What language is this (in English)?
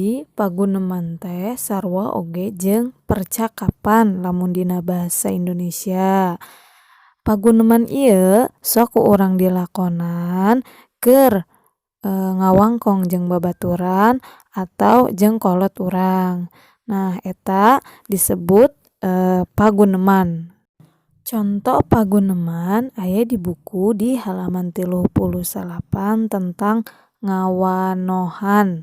Sundanese